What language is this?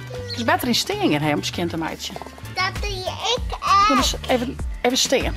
Western Frisian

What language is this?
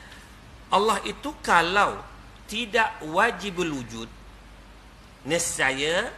Malay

